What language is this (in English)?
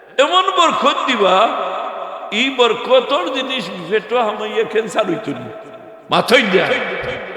Sylheti